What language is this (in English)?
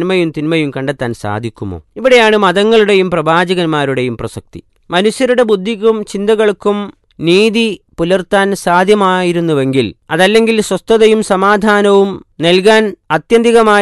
Malayalam